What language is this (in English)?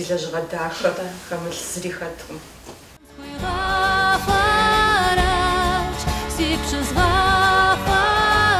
Kabardian